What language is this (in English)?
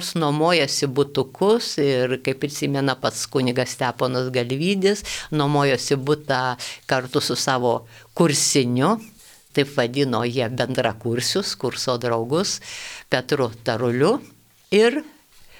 Lithuanian